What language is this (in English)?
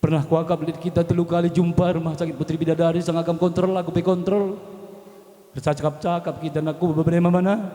Batak Karo